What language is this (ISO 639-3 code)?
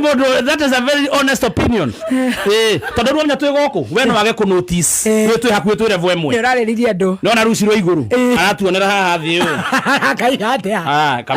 kik